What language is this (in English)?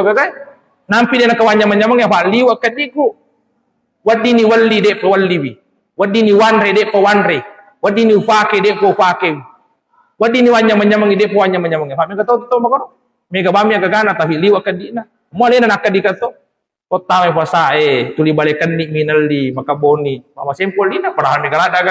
Buginese